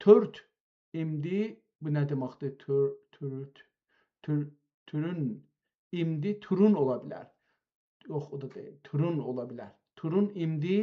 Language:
South Azerbaijani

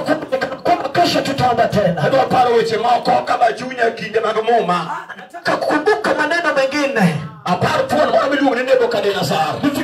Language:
Luo (Kenya and Tanzania)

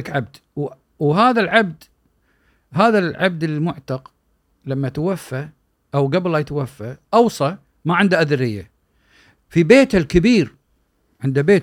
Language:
Gulf Arabic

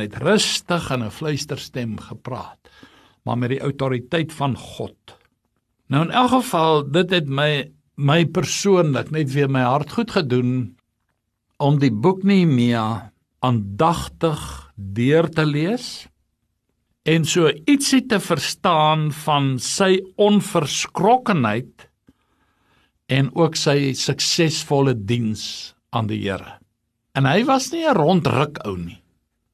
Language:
Afrikaans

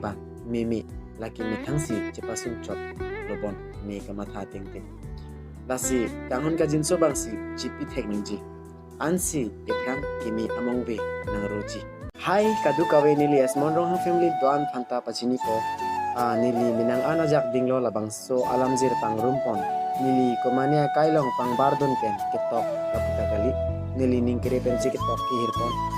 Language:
Karbi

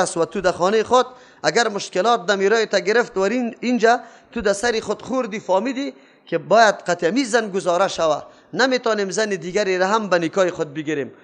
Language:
Persian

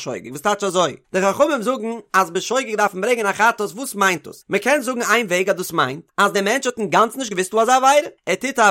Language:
Yiddish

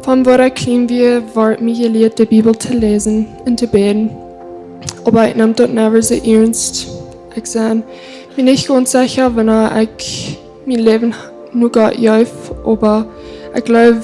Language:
Plautdietsch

